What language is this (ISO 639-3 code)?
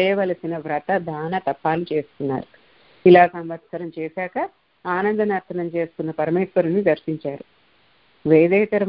tel